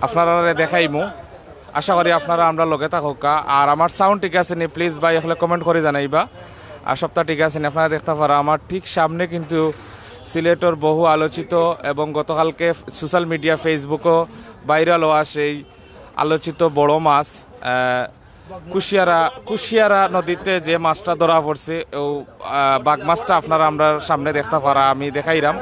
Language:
Sylheti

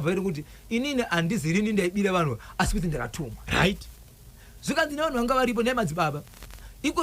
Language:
Shona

